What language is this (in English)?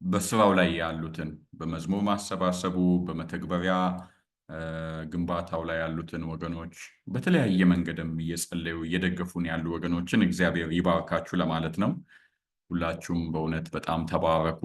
Amharic